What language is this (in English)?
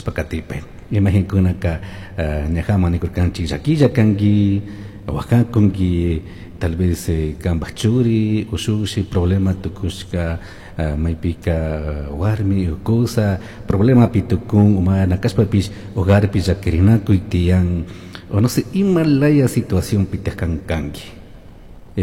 Chimborazo Highland Quichua